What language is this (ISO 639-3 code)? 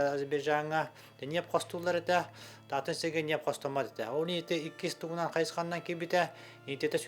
sah